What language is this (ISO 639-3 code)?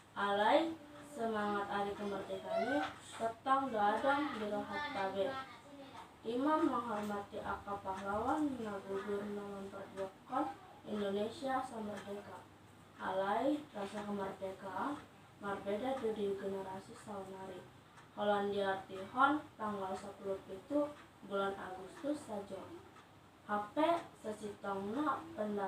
bbc